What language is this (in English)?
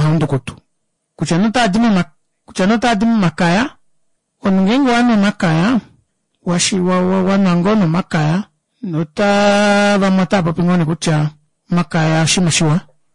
Kuanyama